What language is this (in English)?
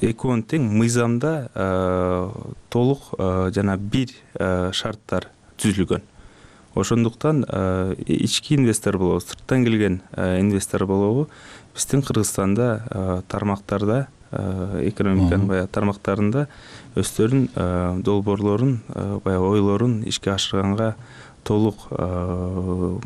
Kyrgyz